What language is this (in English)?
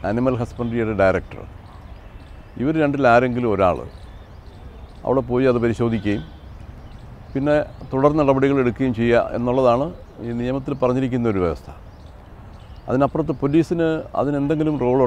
Malayalam